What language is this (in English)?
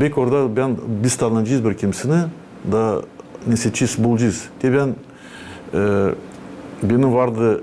Gagauz